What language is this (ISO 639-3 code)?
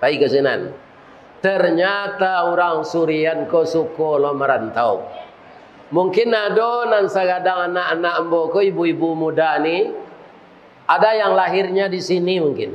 min